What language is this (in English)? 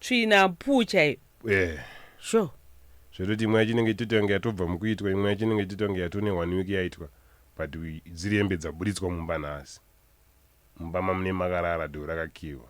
Shona